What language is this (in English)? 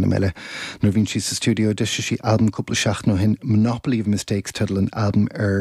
Irish